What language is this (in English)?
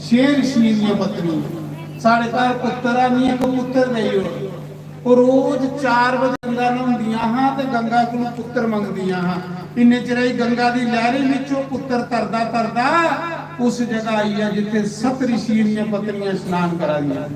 Dogri